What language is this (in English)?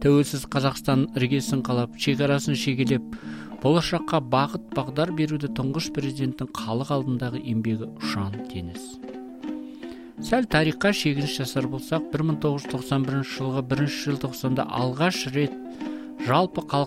Kazakh